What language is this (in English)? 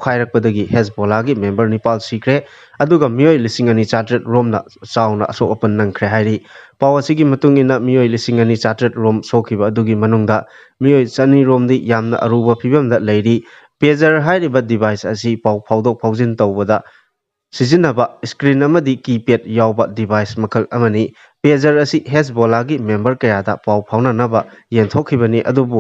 Manipuri